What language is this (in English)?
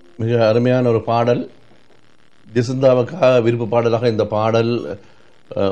Tamil